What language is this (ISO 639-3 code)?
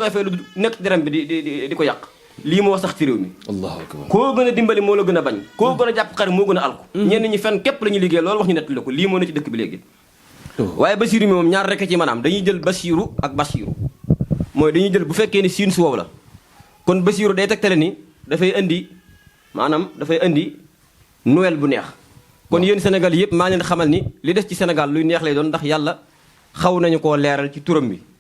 wol